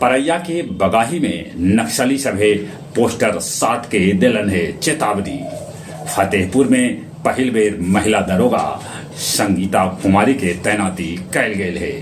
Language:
Magahi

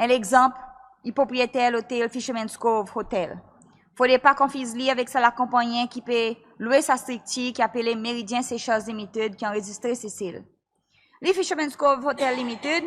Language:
Seselwa Creole French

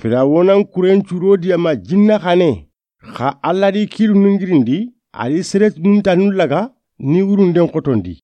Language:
Soninke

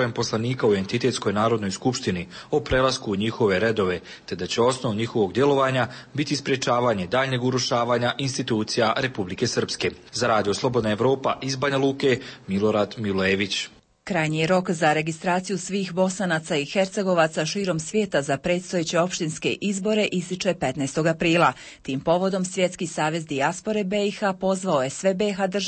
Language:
Croatian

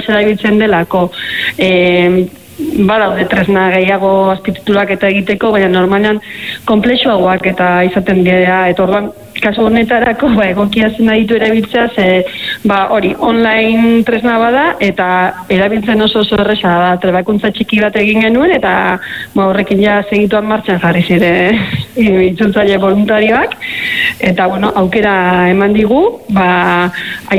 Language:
Basque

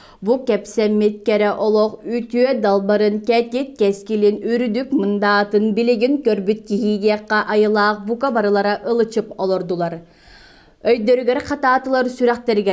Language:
Yakut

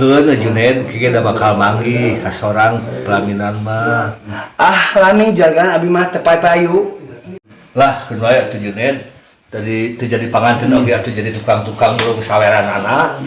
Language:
Sundanese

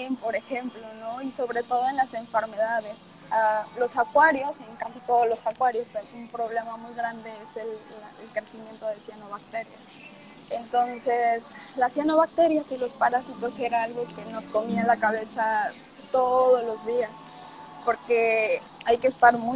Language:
Spanish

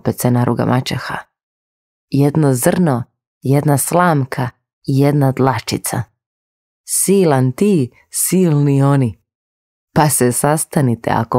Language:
Croatian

